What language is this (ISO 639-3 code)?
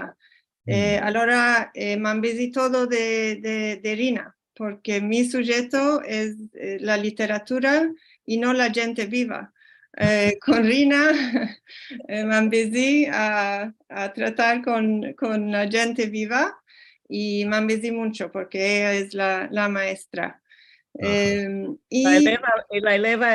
lad